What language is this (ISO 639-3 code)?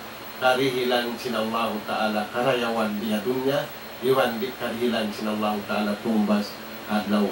tsg